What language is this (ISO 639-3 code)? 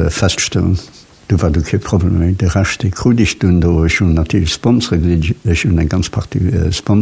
ltz